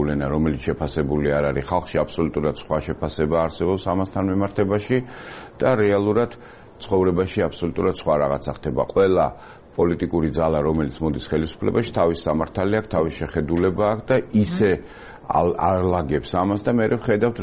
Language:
Georgian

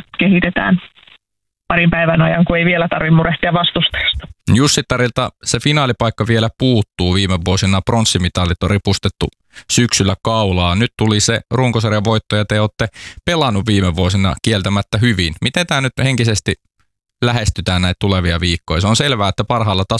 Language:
Finnish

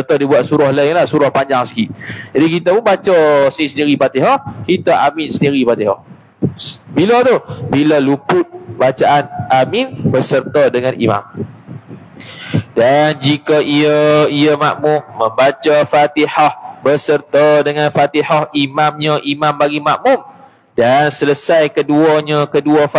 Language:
Malay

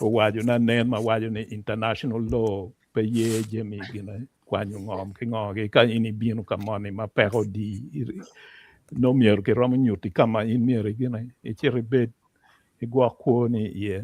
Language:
Acoli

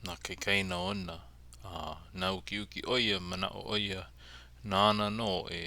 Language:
Hawaiian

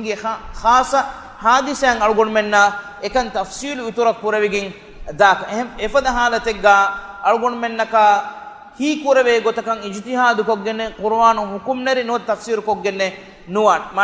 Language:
Divehi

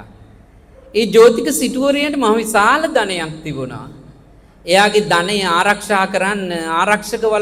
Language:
Sinhala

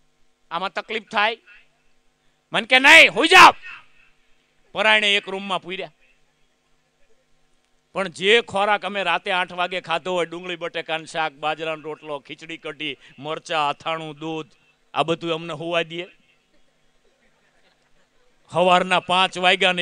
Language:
Gujarati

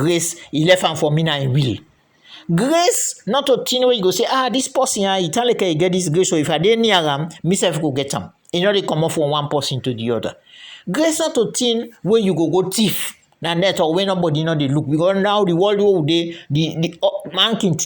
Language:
Krio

